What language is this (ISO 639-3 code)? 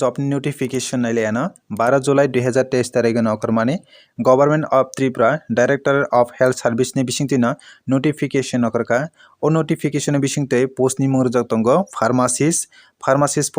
trp